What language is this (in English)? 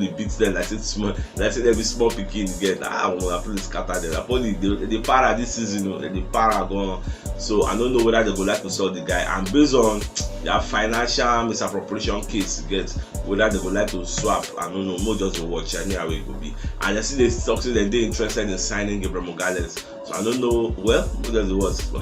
Nigerian Pidgin